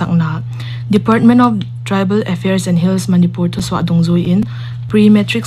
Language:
Paite Chin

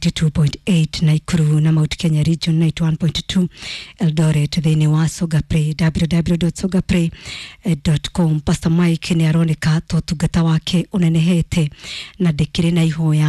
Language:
Kikuyu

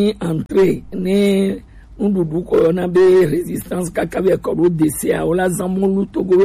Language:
Gen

